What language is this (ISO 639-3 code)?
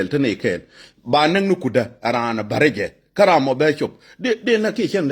nus